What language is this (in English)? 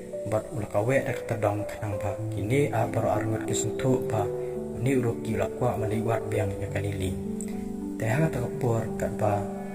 Khasi